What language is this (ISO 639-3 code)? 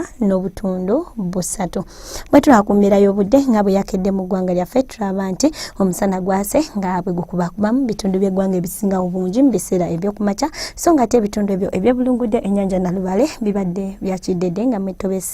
lug